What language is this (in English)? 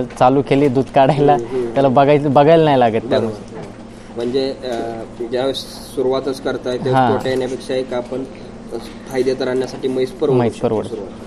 Marathi